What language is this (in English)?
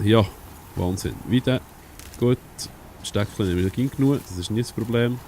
Swiss German